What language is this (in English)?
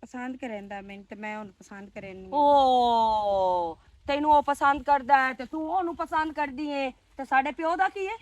Western Panjabi